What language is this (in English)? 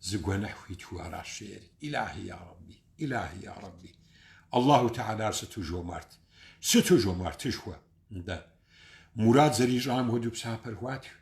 Kabardian